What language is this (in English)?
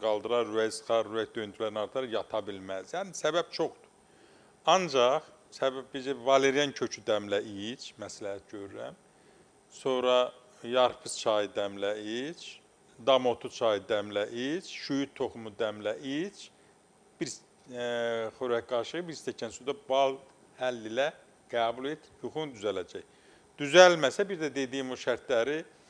Azerbaijani